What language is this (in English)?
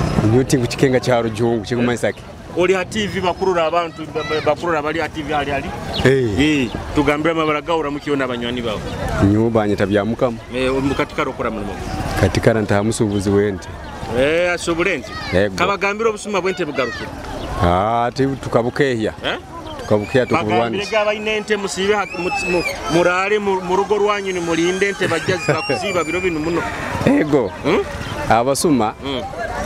Nyoro